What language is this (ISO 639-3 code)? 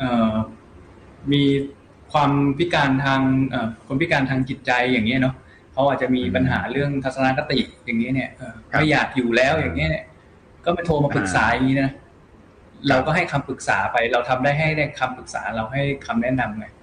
tha